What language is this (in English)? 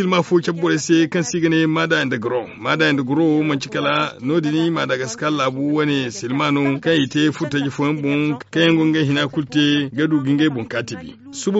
Zarma